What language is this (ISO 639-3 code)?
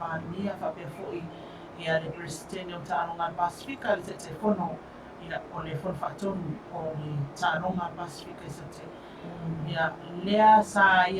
smo